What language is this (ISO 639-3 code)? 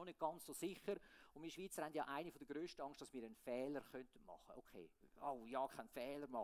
gsw